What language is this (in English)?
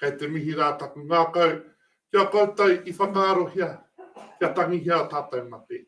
Māori